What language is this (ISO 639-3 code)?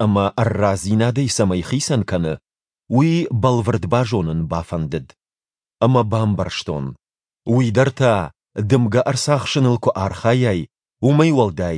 oss